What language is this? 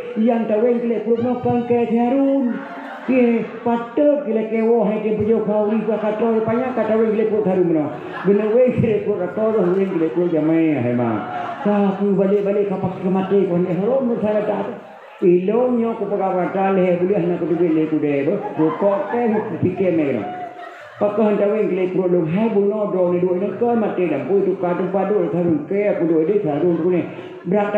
Achinese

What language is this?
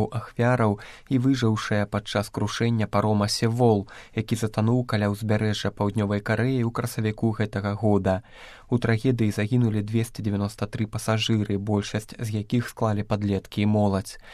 Belarusian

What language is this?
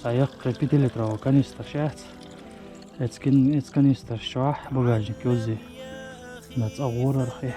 Chechen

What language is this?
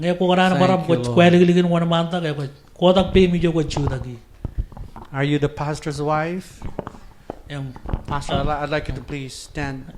Marshallese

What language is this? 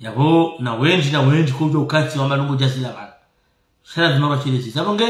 Ngazidja Comorian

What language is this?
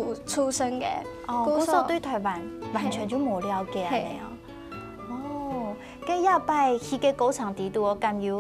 Hakka Chinese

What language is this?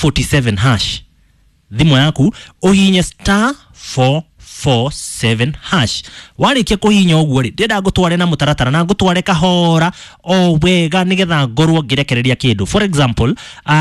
Kikuyu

